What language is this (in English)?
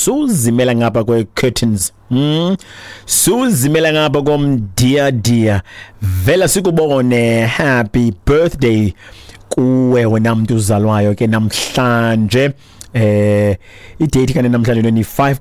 Xhosa